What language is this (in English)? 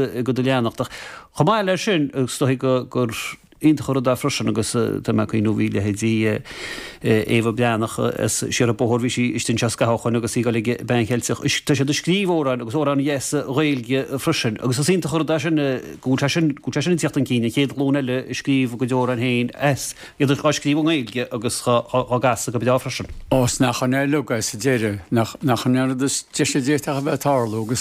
Irish